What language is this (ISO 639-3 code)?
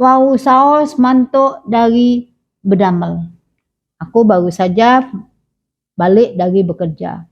mui